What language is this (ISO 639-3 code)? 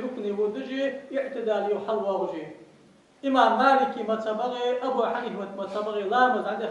inh